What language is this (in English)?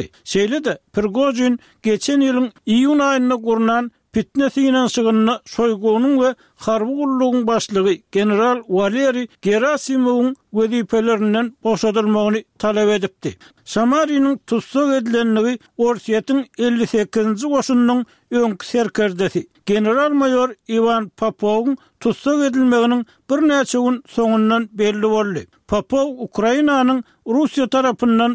Turkmen